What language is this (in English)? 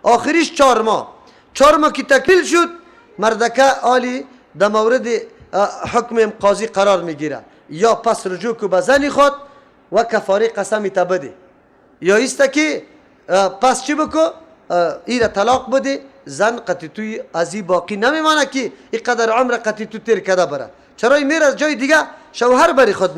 Persian